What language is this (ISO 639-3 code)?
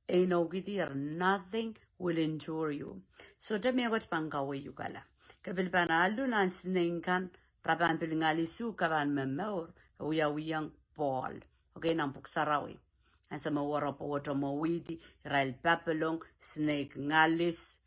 pon